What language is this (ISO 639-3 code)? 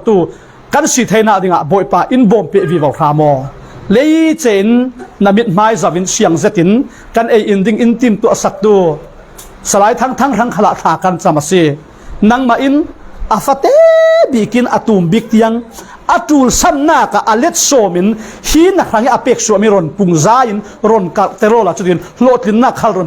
cfm